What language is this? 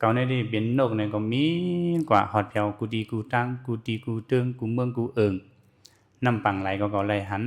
Shan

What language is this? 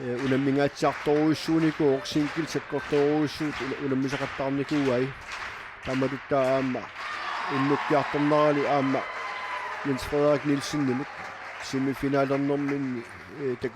Kalaallisut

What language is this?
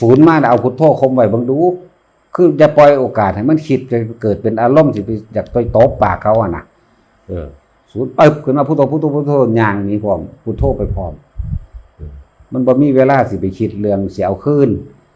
Northeastern Thai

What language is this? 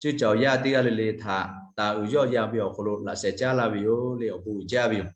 Lahu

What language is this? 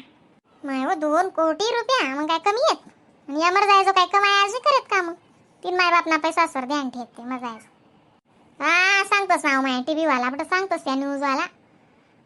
Khandesi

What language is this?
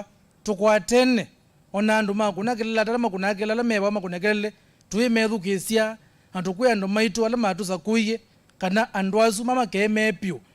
Kamba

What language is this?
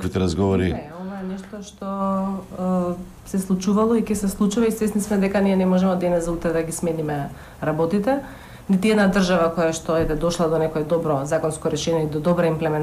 Macedonian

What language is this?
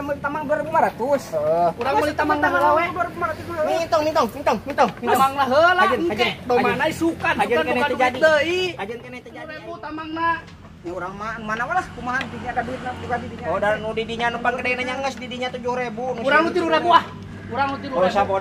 Sundanese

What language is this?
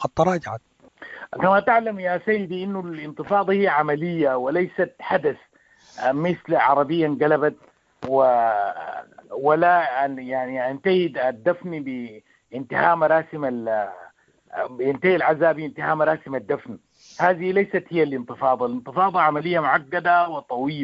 Sudanese Arabic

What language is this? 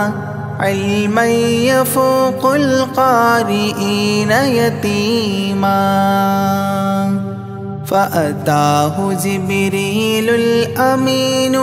Malayalam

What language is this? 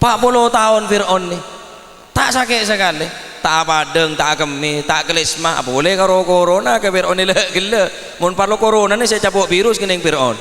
Madurese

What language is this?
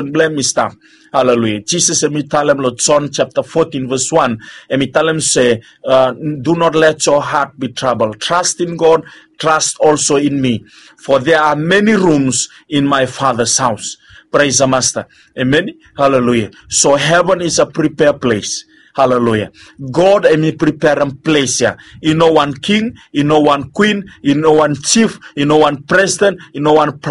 Bislama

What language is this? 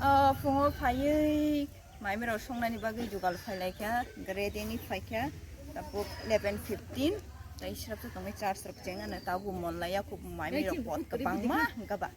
Kok Borok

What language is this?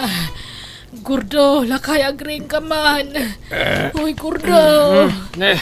Iloko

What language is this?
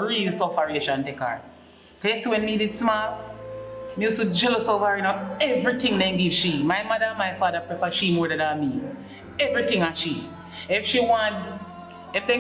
Jamaican Creole English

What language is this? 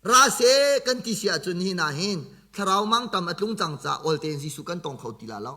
Hakha Chin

